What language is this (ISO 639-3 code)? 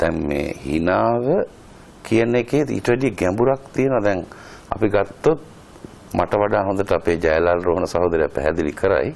sin